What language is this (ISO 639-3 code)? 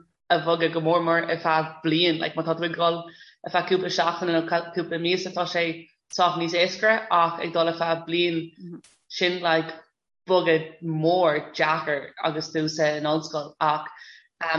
gle